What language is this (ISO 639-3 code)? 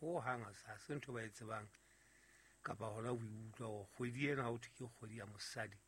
sot